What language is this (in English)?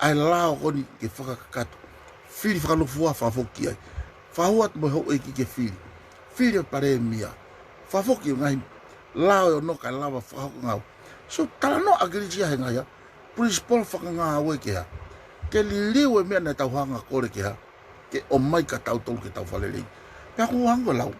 Tongan